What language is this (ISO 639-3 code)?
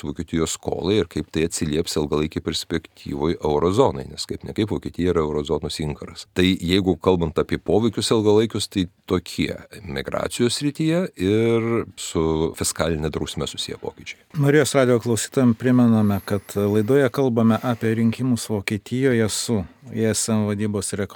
lit